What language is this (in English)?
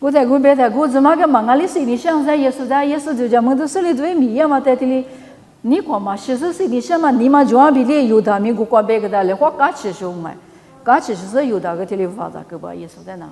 Lisu